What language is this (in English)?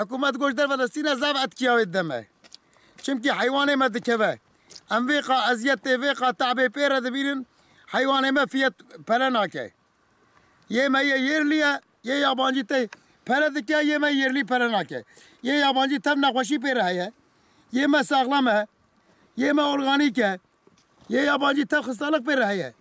Kurdish